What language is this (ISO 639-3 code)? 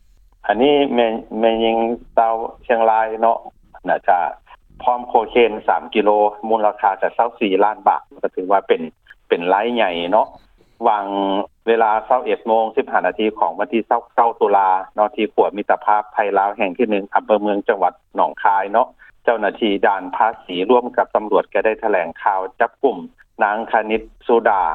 lao